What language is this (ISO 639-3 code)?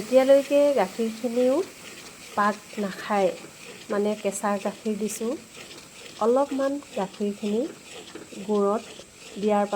asm